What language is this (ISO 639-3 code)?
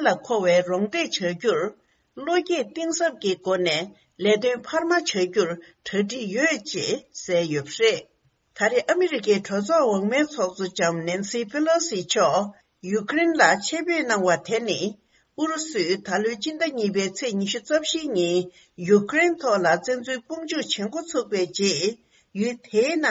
bod